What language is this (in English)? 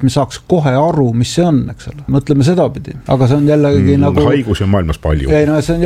Estonian